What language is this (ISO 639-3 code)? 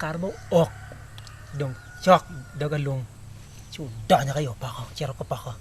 ach